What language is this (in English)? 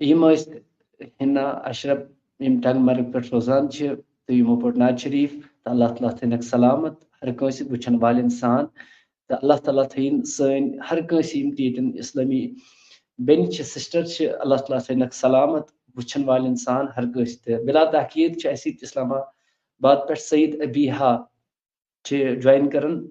Kashmiri